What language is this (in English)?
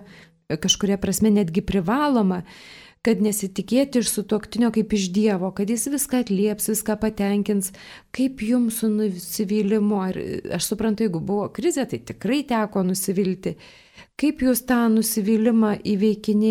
Lithuanian